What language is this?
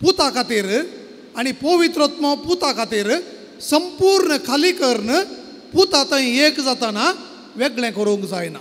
Konkani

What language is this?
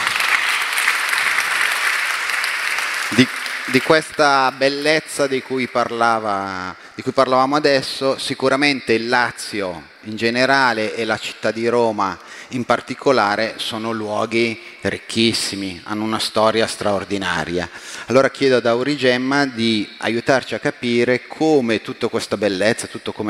Italian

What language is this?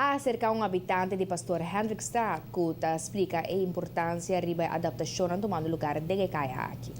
Papiamento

